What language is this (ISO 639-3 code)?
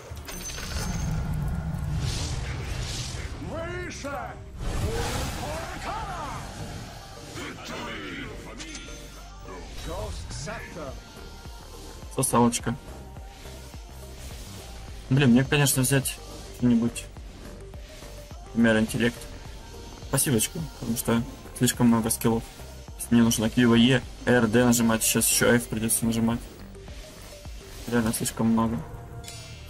rus